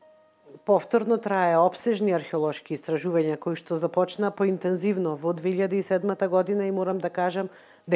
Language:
Macedonian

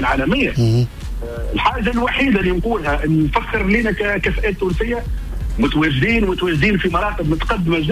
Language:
Tunisian Arabic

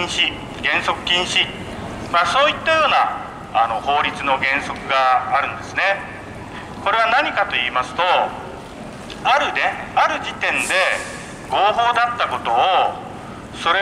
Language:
Japanese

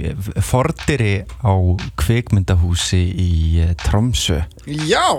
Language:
Icelandic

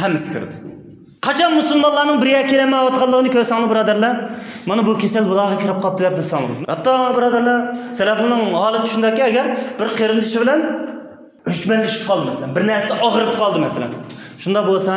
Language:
Uyghur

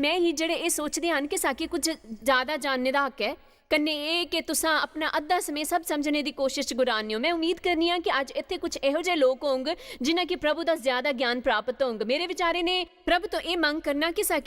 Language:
Dogri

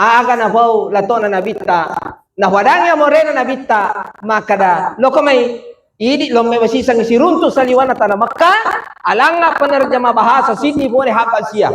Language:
Buginese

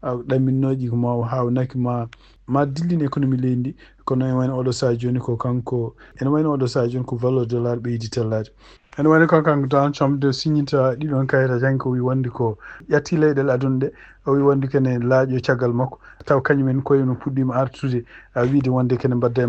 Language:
Fula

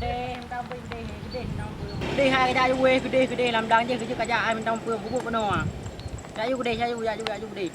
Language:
Achinese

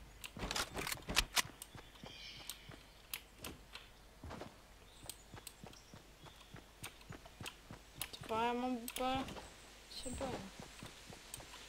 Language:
Czech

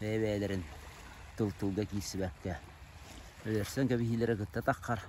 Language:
Yakut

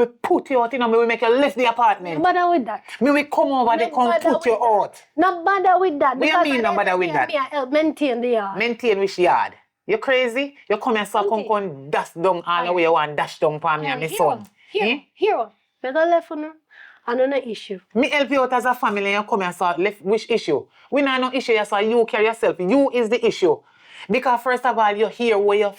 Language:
Jamaican Creole English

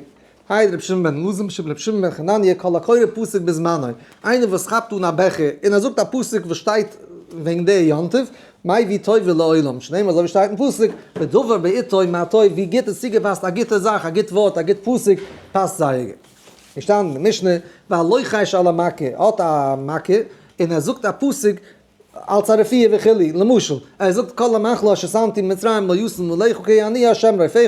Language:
Yiddish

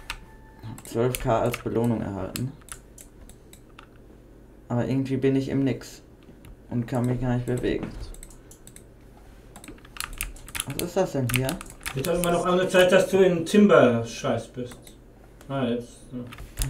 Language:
German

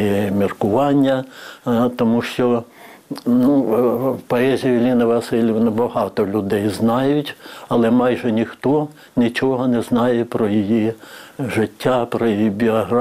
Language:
Ukrainian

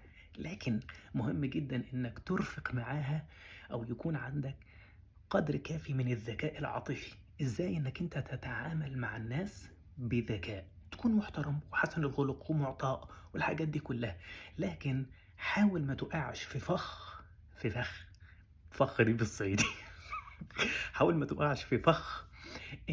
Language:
Egyptian Arabic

